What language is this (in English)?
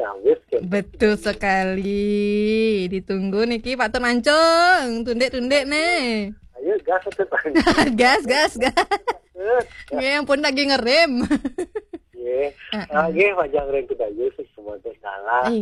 Balinese